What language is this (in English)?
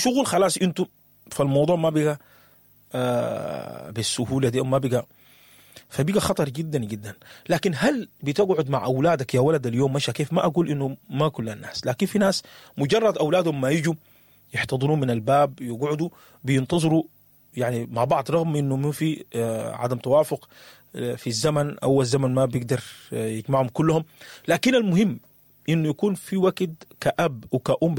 Sudanese Arabic